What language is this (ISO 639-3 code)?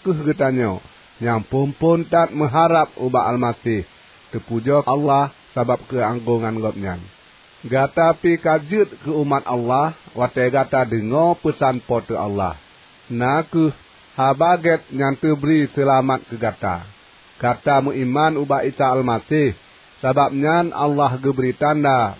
ace